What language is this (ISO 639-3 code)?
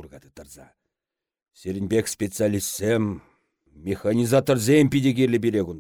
chv